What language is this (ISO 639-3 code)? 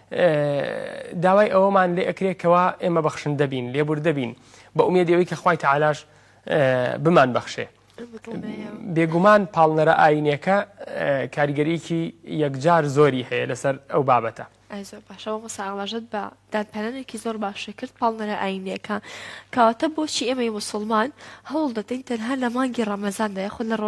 ckb